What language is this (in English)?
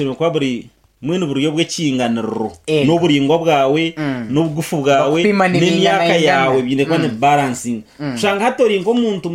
Nyankole